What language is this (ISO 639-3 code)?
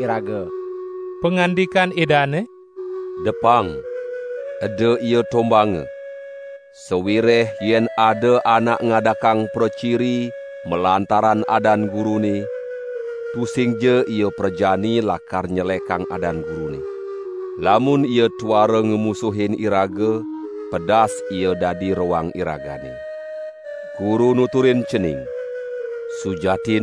ban